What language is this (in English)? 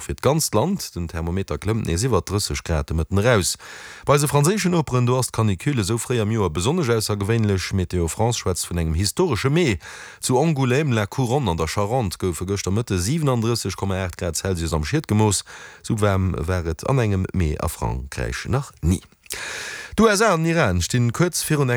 Luxembourgish